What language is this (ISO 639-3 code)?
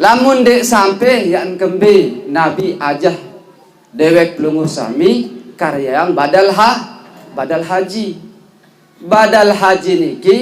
sas